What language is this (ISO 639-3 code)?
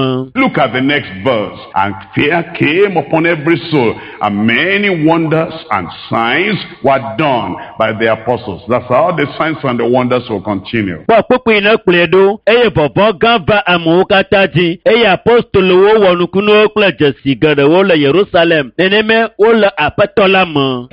ewe